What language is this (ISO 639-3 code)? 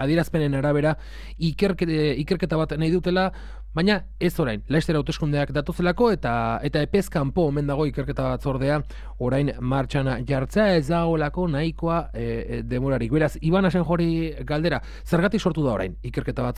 eus